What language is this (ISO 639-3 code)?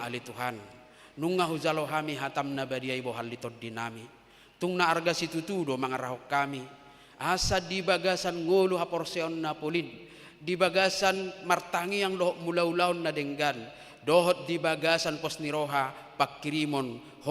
bbc